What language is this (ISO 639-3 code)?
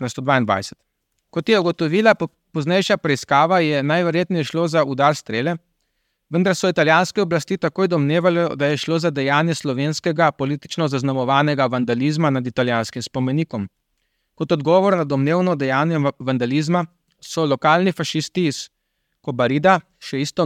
slv